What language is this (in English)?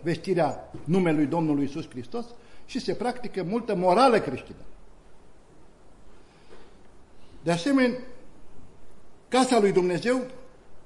Romanian